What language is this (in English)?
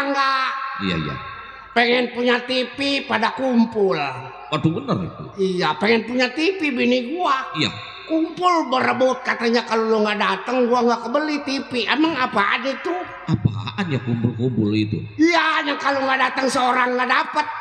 Betawi